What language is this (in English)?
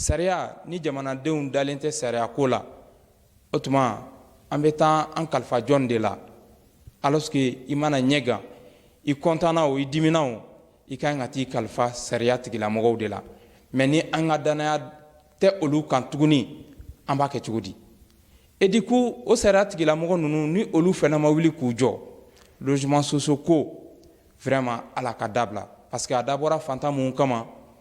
Bambara